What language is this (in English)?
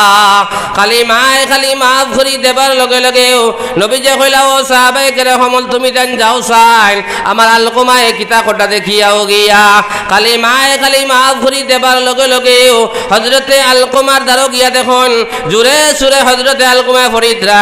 Sylheti